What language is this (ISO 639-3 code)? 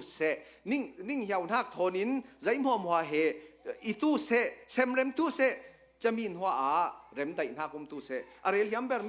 cnh